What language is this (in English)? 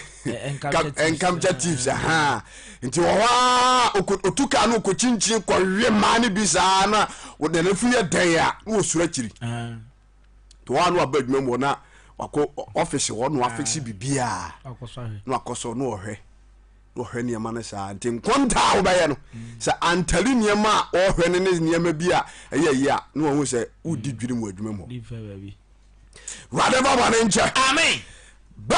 Akan